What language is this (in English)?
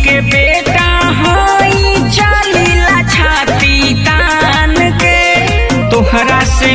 Bhojpuri